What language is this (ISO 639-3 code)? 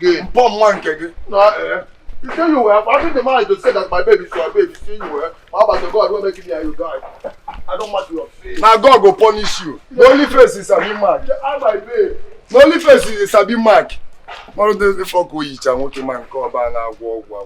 pcm